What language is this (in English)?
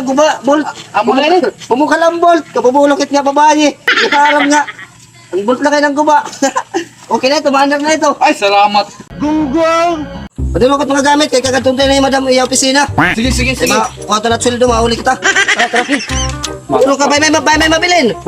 Waray